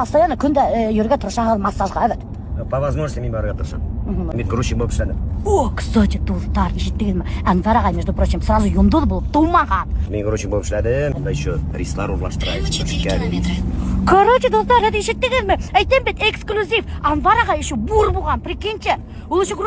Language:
Tatar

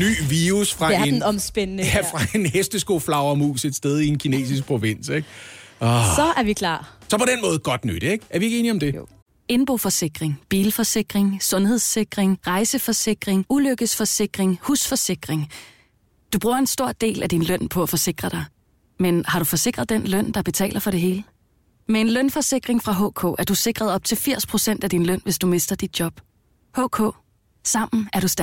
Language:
Danish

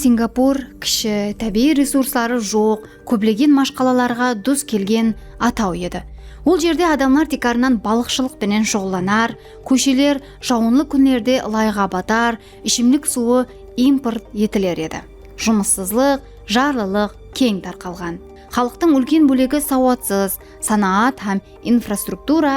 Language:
Kara-Kalpak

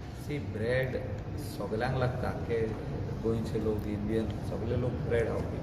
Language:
Konkani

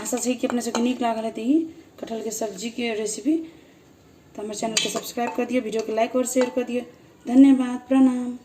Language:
Maithili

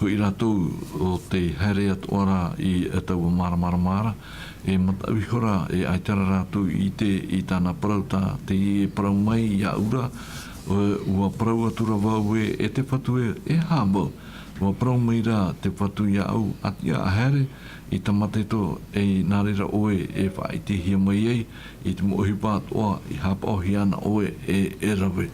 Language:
Tahitian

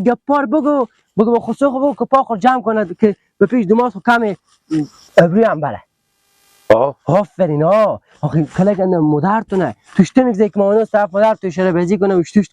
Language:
Persian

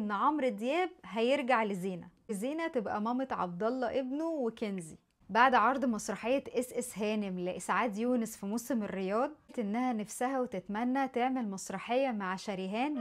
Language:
Egyptian Arabic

